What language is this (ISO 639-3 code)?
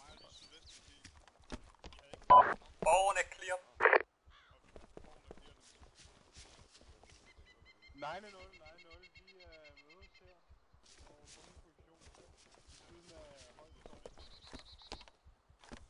dan